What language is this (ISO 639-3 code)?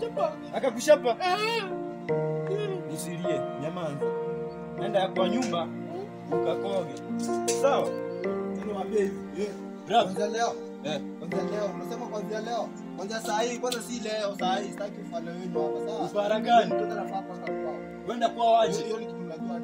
swa